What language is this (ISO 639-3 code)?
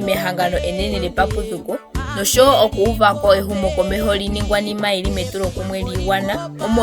ndo